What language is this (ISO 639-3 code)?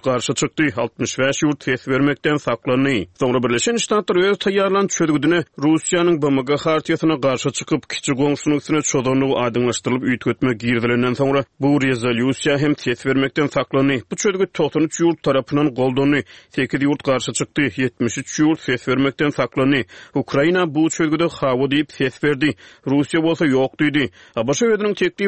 tuk